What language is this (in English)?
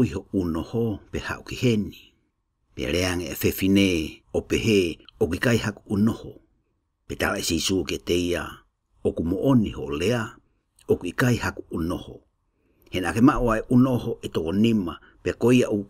Tongan